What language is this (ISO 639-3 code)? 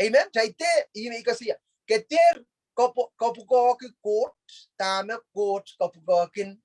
pon